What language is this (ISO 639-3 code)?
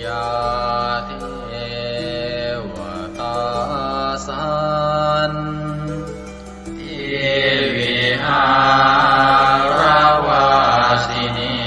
pli